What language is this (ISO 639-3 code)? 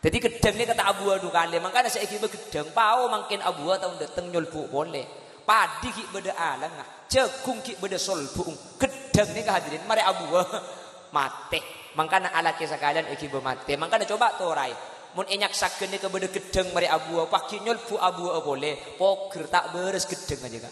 mad